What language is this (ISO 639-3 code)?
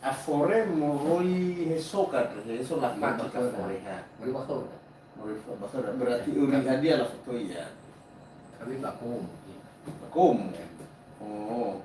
nia